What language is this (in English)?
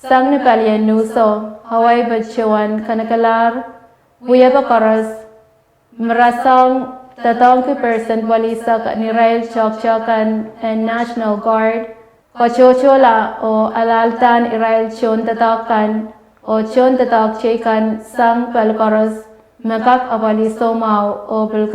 Pohnpeian